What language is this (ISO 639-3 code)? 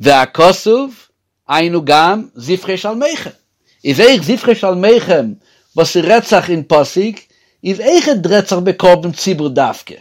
yid